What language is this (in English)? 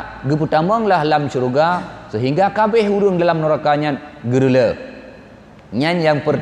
Achinese